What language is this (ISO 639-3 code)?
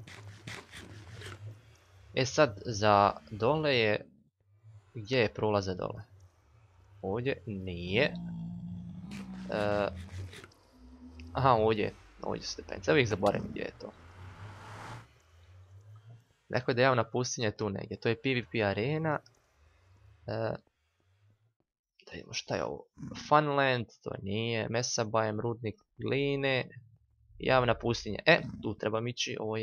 hrv